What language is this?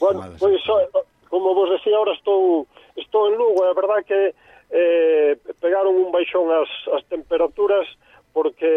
Galician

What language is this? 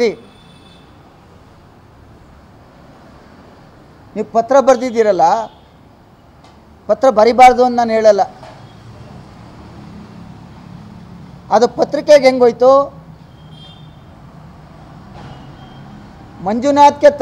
Kannada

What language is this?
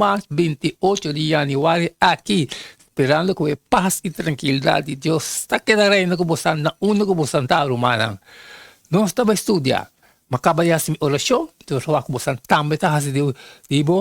Papiamento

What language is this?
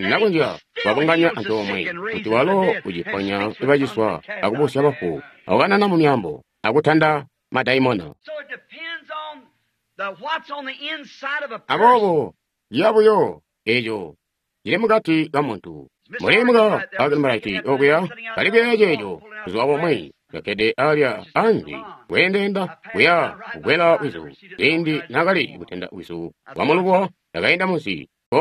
Tonga (Zambia)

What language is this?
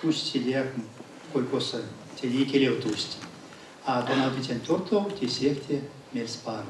Erzya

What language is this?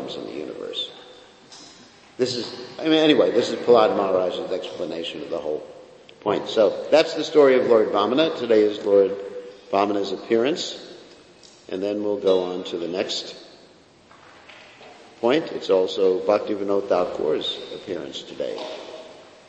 English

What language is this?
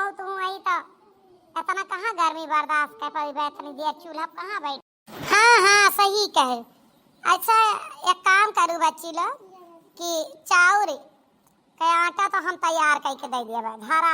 Awadhi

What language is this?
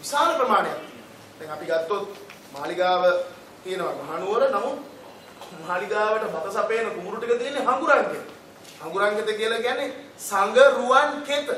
Sinhala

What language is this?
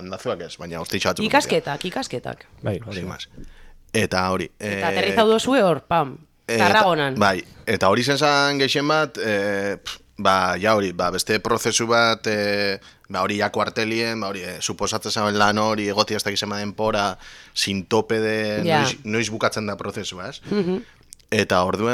Basque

